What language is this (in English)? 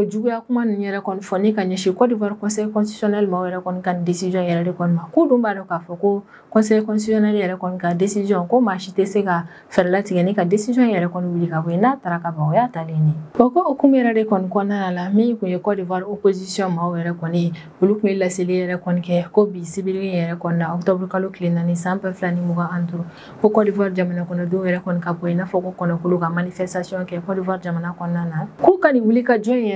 Bambara